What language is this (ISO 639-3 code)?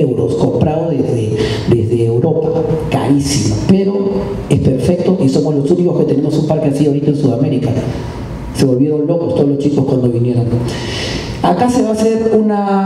spa